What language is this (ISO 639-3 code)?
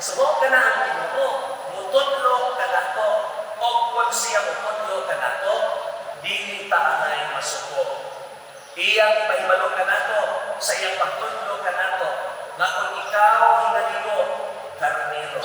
ceb